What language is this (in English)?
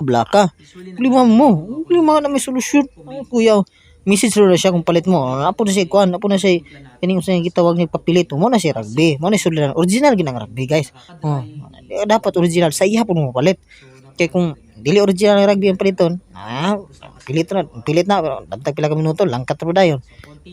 Cebuano